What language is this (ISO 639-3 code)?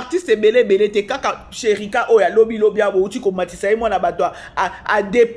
lin